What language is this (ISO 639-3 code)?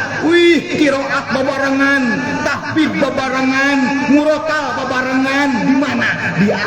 sun